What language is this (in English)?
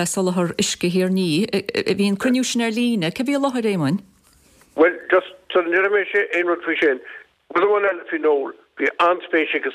Irish